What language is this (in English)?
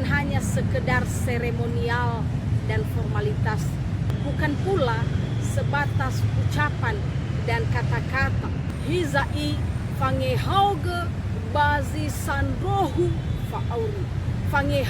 Nias